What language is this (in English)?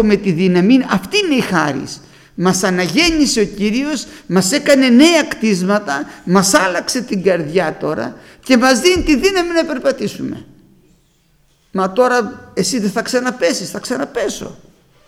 Greek